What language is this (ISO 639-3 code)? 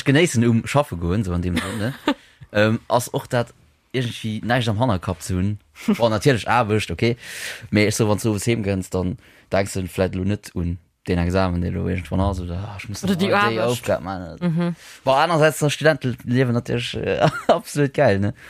ltz